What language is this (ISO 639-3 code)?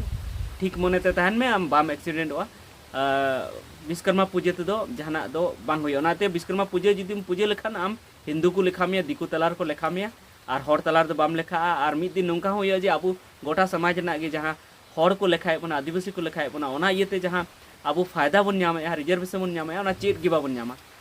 sat